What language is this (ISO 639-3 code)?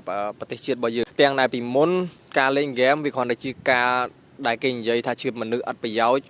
khm